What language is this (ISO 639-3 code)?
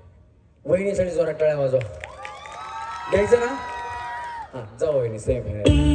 mar